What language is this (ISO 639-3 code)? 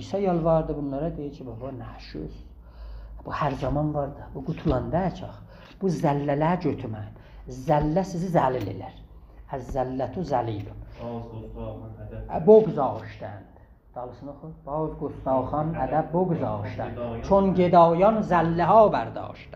azb